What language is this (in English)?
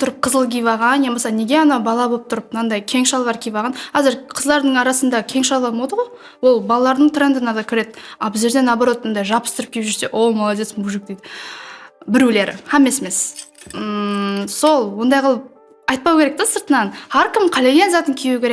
Kara-Kalpak